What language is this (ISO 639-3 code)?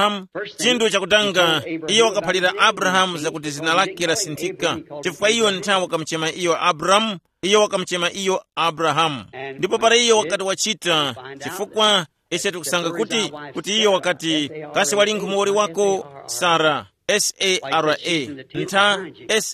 tum